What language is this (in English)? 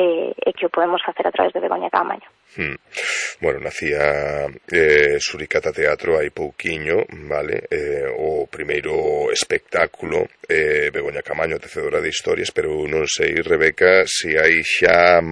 Galician